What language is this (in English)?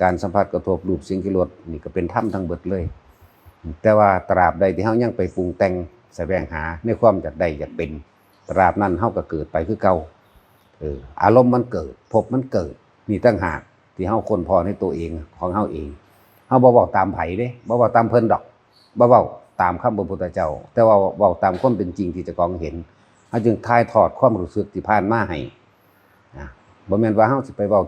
Northeastern Thai